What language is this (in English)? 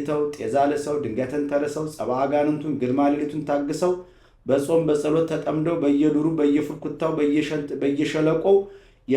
Amharic